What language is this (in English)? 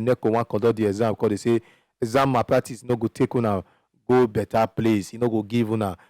Nigerian Pidgin